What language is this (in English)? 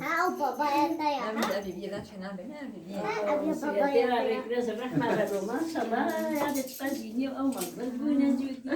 Kurdish